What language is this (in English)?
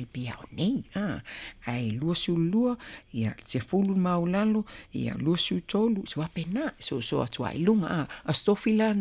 Samoan